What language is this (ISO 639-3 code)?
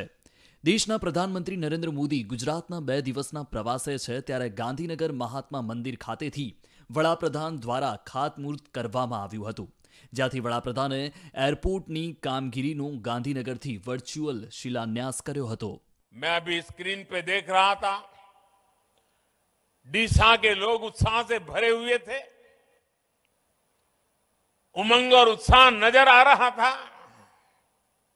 guj